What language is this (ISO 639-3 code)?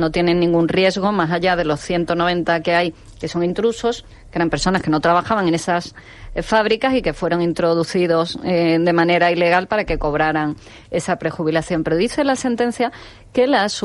spa